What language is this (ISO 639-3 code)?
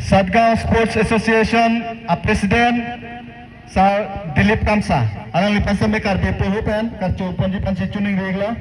mjw